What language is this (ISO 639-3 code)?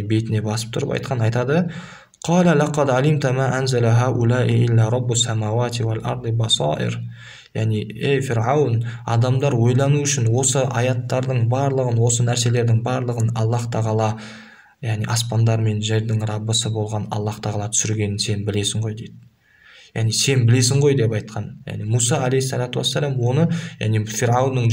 kaz